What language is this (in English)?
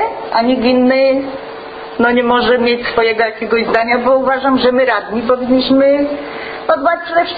Polish